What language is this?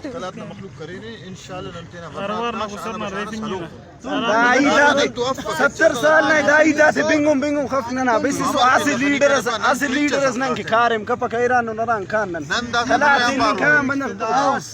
Brahui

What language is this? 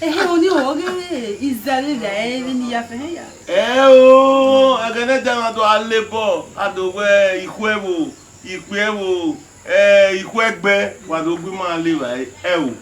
Bini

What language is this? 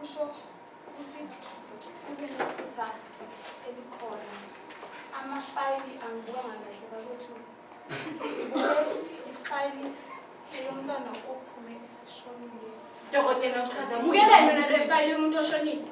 Zulu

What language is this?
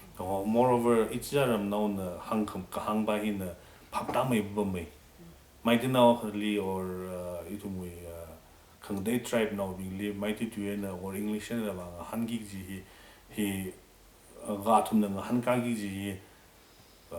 Tangkhul Naga (India)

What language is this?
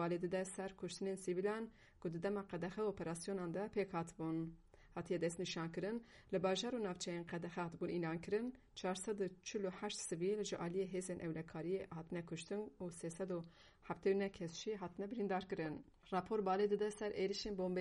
Kurdish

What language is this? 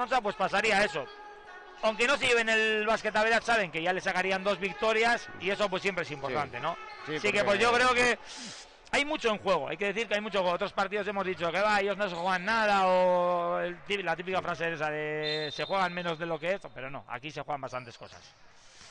Spanish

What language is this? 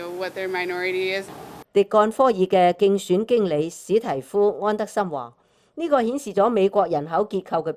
Cantonese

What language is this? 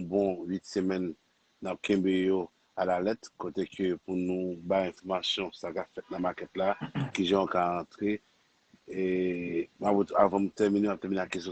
Haitian Creole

